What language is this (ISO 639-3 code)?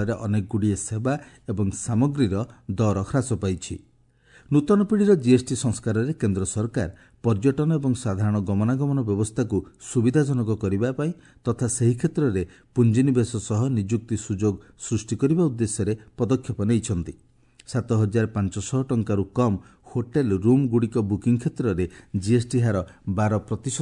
ori